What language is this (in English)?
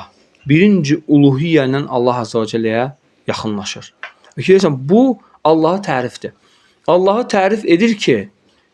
Azerbaijani